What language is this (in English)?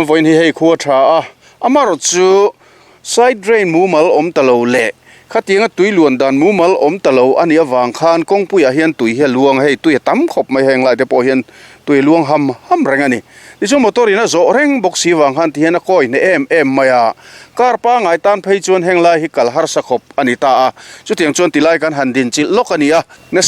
Mizo